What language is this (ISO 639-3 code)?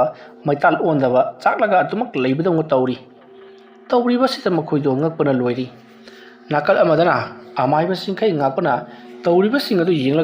mni